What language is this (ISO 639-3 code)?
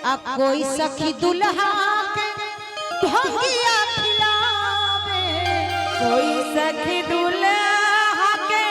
mai